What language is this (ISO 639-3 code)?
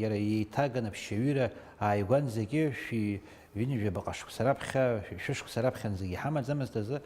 abk